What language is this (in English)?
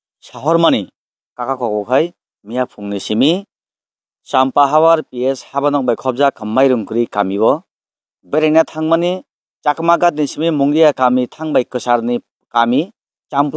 Kok Borok